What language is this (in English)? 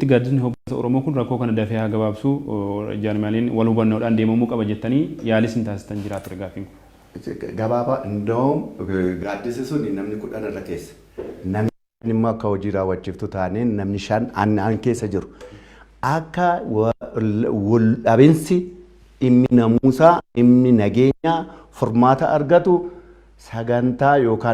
Oromo